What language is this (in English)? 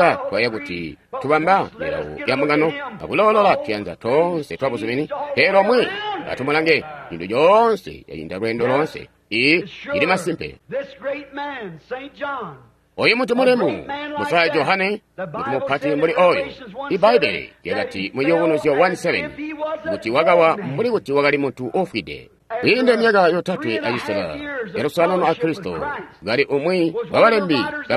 Tonga (Zambia)